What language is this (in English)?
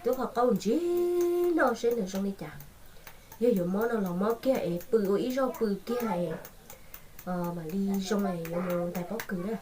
Hmong